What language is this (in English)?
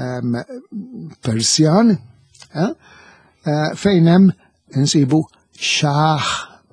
Maltese